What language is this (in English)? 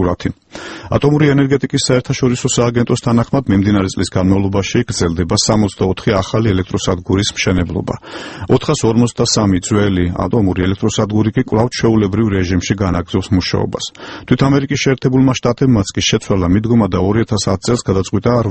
Georgian